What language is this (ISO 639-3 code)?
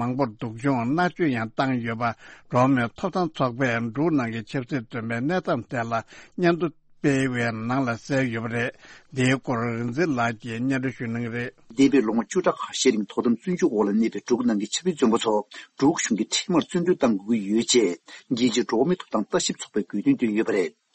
bod